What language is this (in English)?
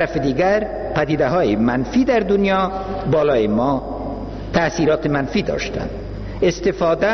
Persian